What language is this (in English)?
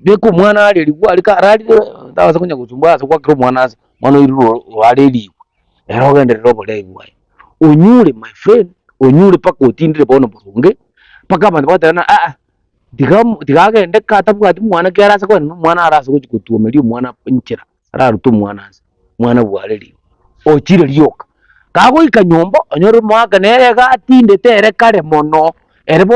Gusii